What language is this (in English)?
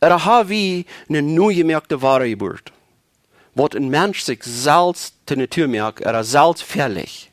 Plautdietsch